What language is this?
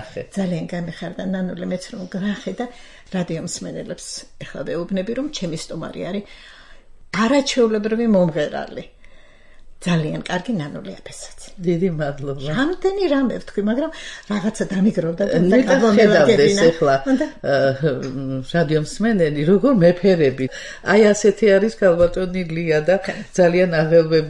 Georgian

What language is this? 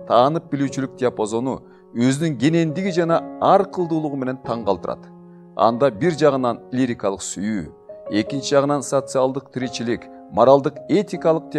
Kyrgyz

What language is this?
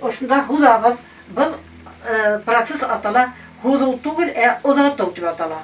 Bashkir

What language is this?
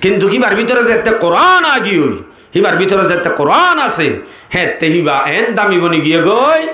Rohingya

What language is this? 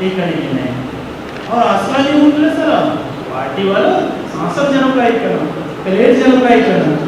Eastern Balochi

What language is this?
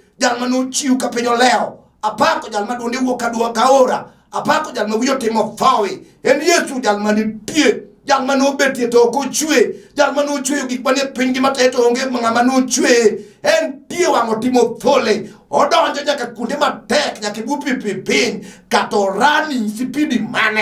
Luo (Kenya and Tanzania)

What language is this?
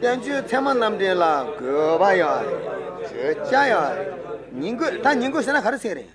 Tibetan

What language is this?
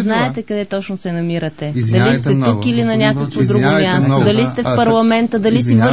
Bulgarian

